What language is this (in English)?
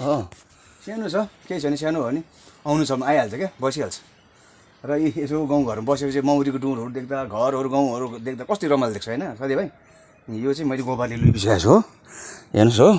Nepali